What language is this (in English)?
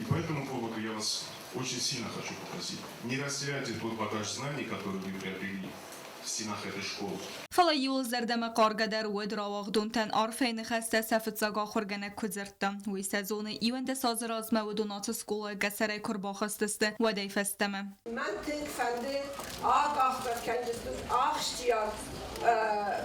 Ossetic